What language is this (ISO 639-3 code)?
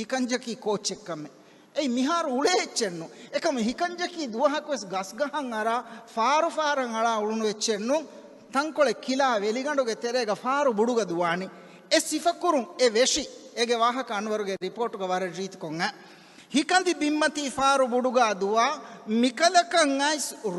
div